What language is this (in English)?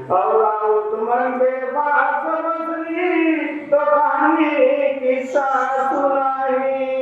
Chhattisgarhi